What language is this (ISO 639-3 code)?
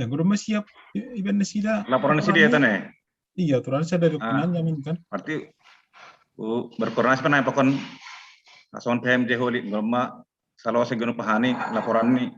bts